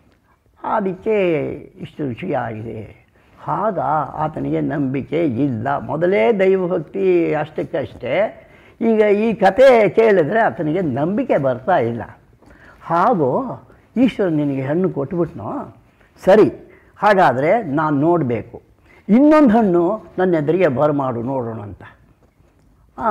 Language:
Kannada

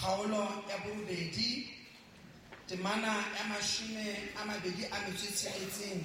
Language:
Southern Sotho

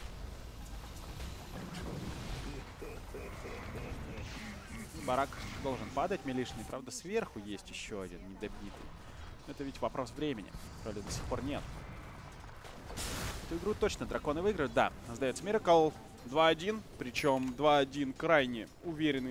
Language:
Russian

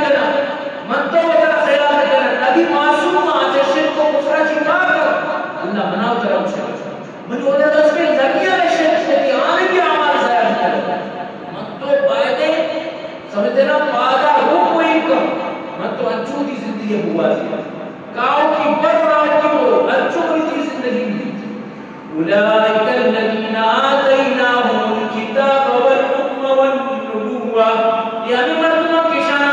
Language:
Eastern Balochi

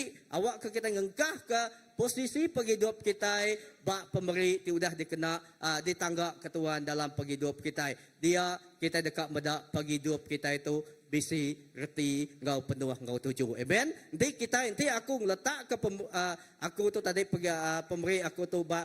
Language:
Iban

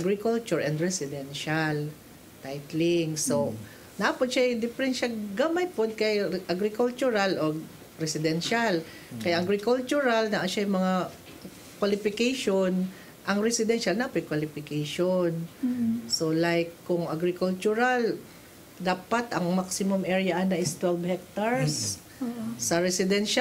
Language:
Cebuano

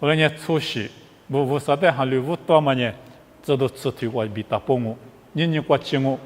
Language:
Lisu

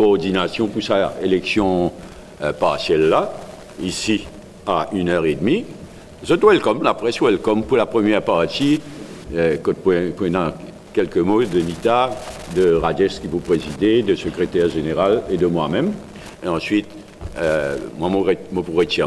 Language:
Morisyen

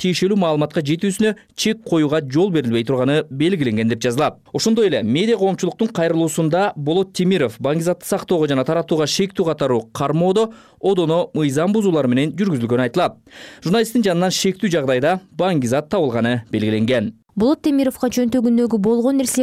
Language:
Kyrgyz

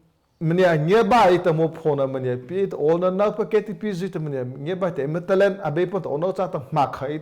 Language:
Mara Chin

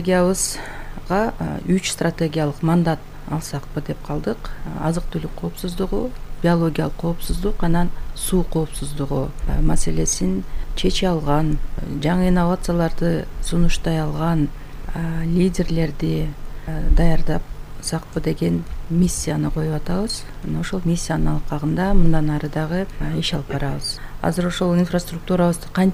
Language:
Kyrgyz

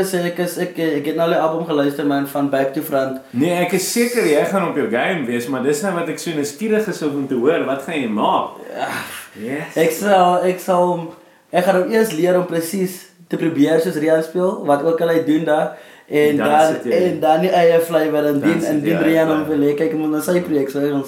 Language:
Afrikaans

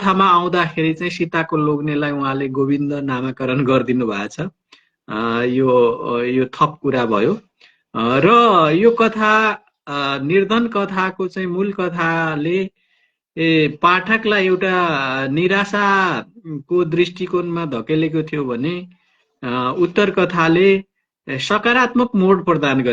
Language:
Nepali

